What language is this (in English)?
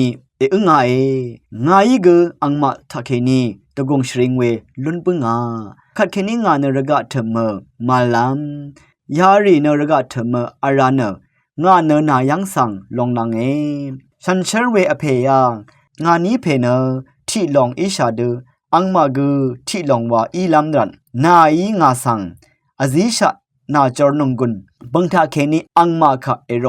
Rawang